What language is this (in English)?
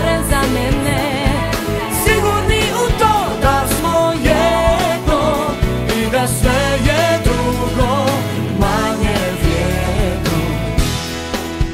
Croatian